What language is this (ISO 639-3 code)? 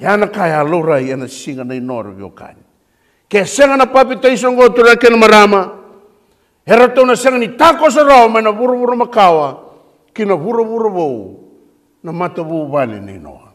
fij